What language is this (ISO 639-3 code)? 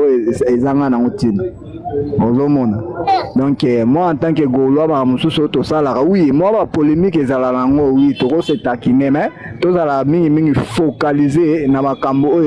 lin